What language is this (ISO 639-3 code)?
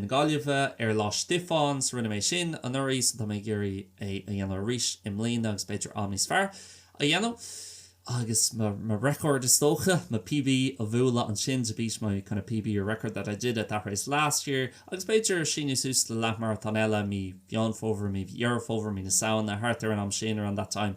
gle